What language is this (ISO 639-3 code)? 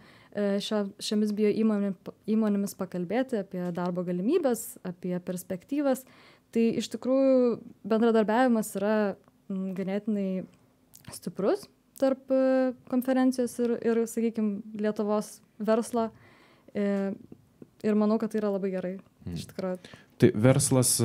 lit